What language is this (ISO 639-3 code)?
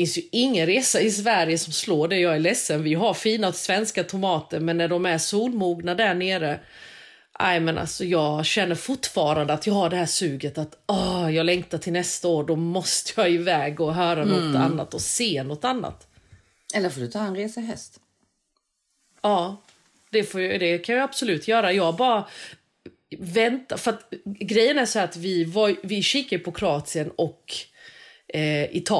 swe